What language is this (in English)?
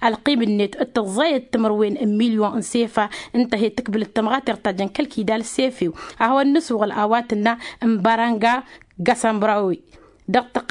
Tamasheq